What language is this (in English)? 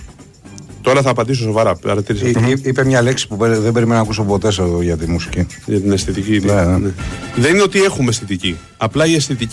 Greek